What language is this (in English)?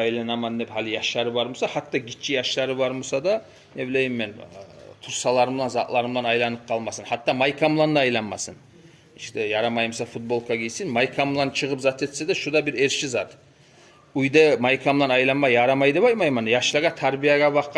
Kumyk